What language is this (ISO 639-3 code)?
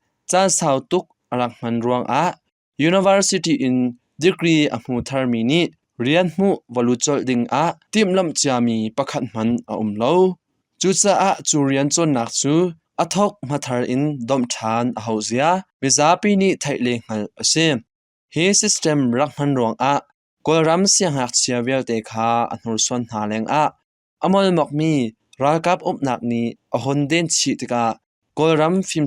cnh